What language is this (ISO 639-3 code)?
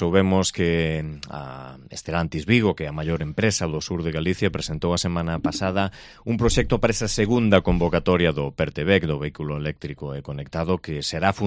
glg